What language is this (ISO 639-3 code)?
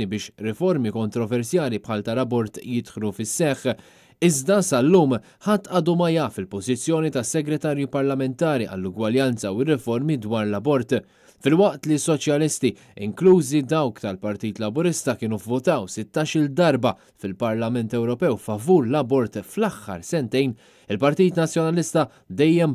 mlt